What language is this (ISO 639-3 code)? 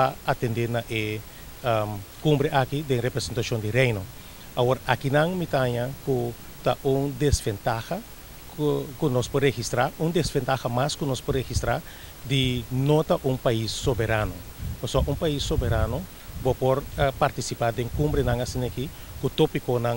pap